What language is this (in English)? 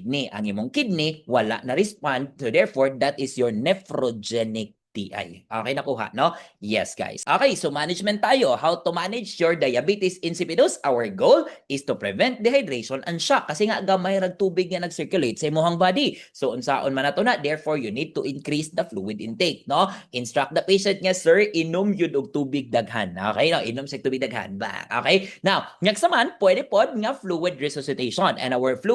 Cebuano